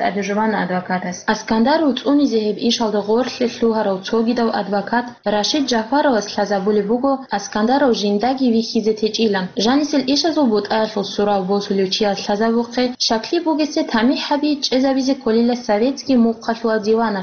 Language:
Avaric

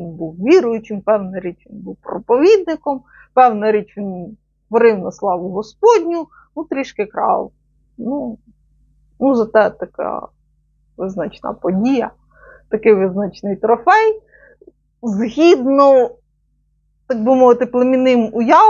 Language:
Ukrainian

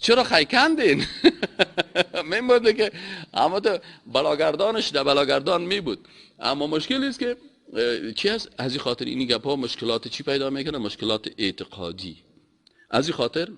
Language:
Persian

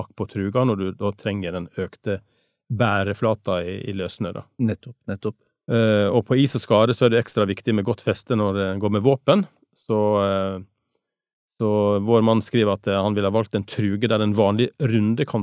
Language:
Norwegian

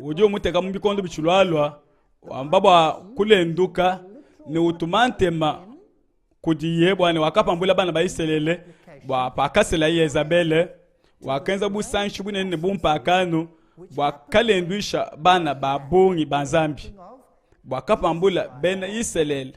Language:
Luba-Lulua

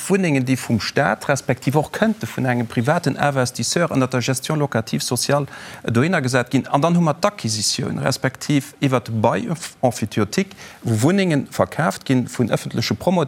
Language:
Luxembourgish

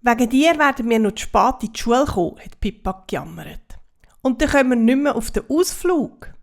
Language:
Swiss German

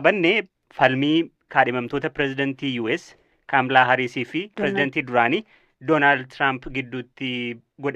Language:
Oromo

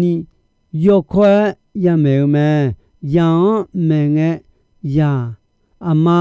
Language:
Akha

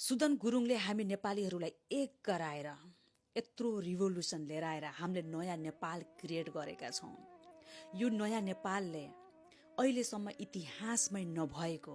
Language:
Nepali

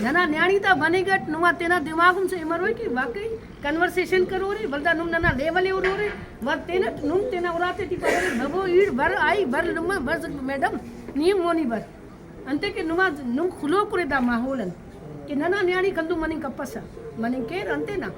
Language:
Brahui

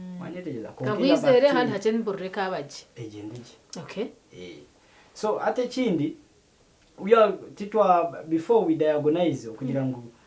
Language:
Nyankole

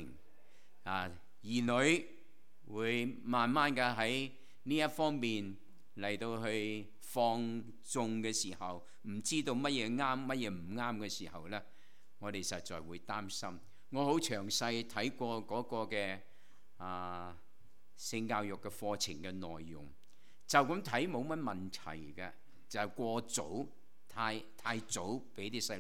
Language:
Cantonese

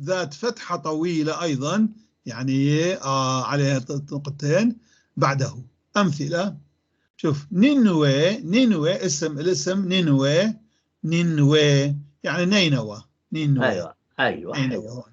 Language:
North Levantine Arabic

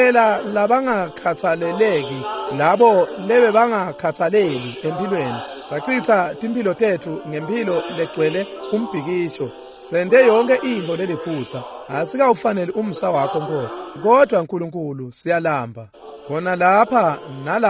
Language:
Swati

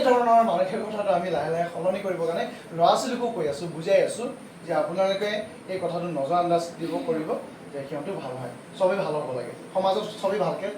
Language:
Assamese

